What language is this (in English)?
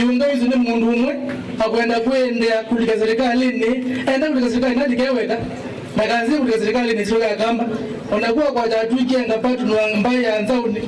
Kamba